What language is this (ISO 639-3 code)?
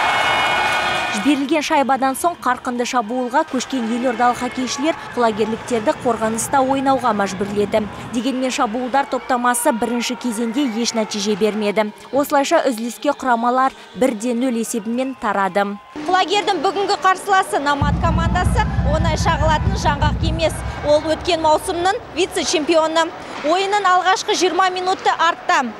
kaz